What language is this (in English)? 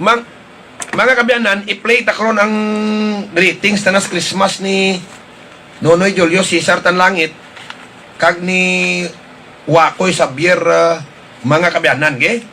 Hiligaynon